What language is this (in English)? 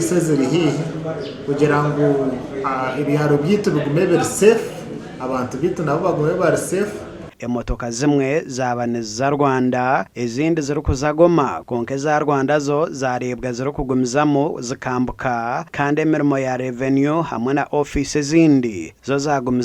Nyankole